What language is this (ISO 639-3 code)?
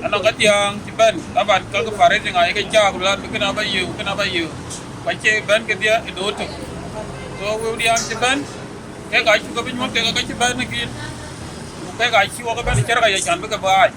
din